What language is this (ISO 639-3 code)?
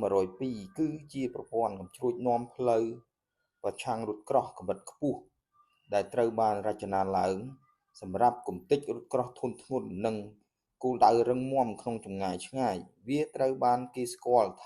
khm